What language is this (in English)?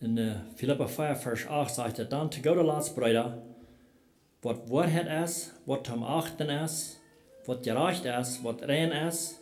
Plautdietsch